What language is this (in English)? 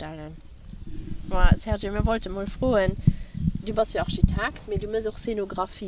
Luxembourgish